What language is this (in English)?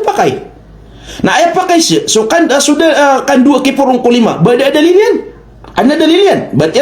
Maranao